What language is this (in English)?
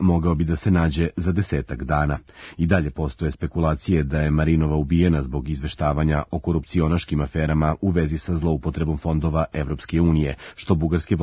Serbian